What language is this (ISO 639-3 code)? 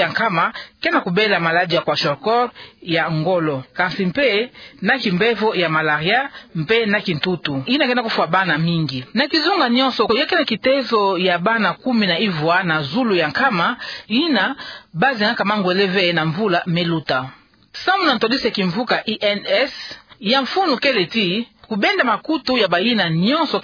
ktu